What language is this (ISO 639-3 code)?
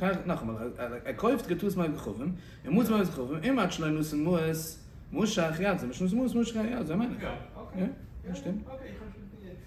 yid